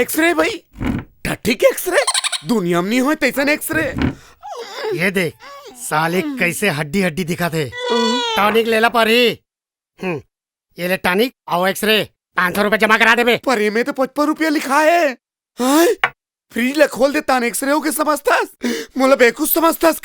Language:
Chhattisgarhi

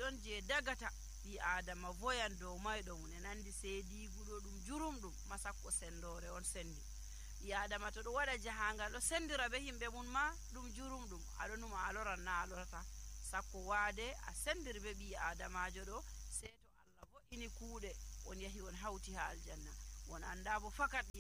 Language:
Nigerian Fulfulde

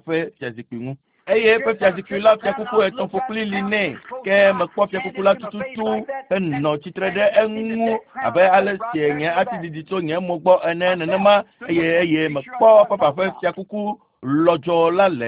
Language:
Ewe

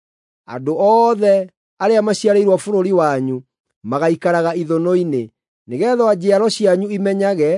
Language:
Kikuyu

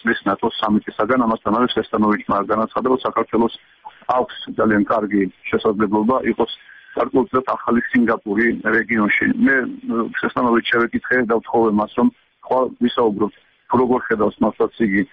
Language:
Georgian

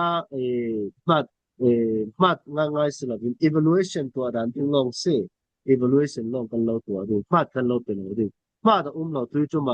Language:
Falam Chin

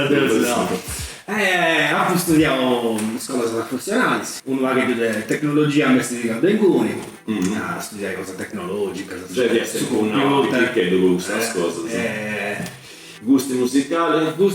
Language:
Sardinian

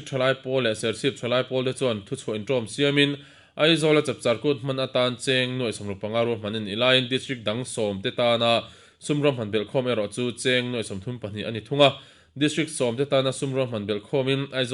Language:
Mizo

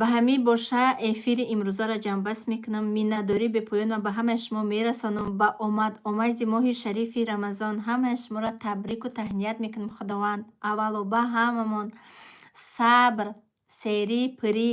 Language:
Tajik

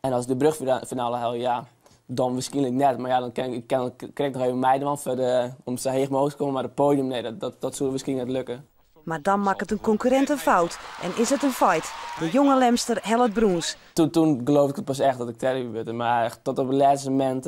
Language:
Western Frisian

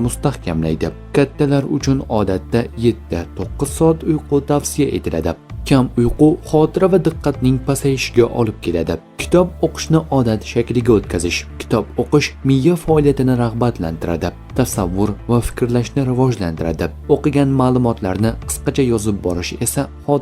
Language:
Uzbek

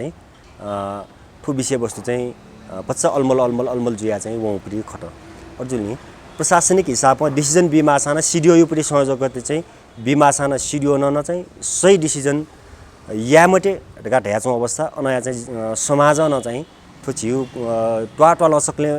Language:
Newari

